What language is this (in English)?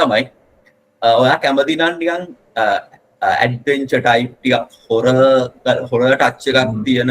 Sinhala